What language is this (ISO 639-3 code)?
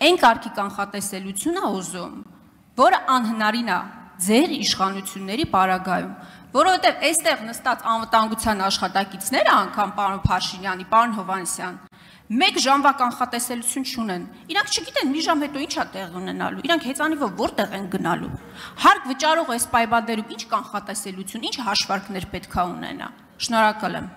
hye